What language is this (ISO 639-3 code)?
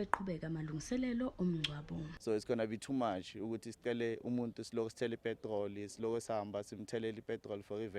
zul